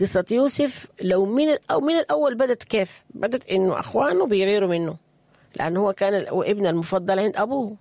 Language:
Sudanese Arabic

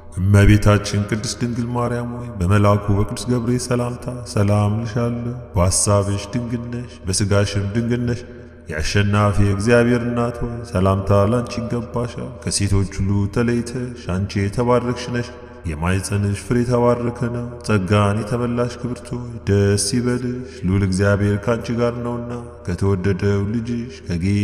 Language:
Amharic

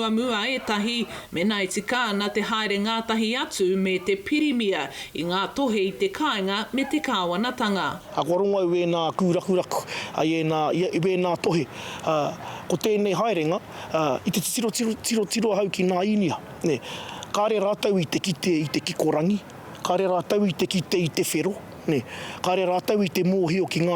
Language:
Māori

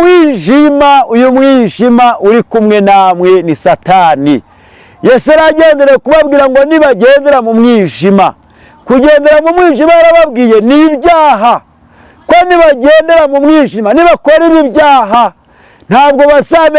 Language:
Kinyarwanda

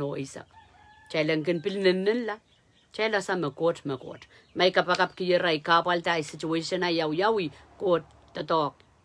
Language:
Pohnpeian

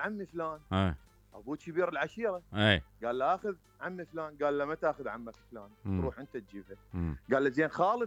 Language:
Mesopotamian Arabic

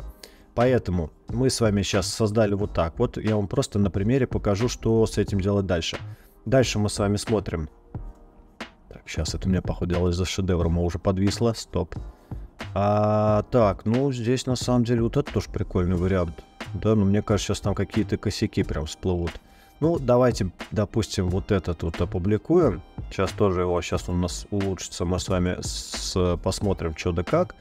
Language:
Russian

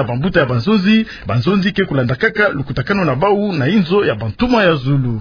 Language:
Kituba (Democratic Republic of Congo)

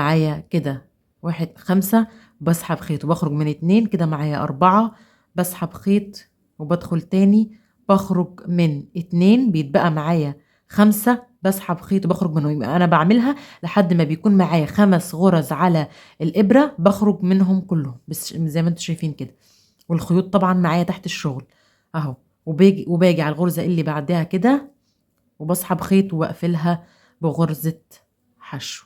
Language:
Egyptian Arabic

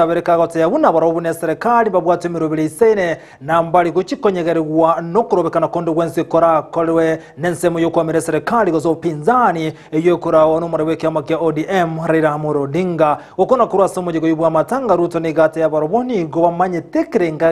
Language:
Gusii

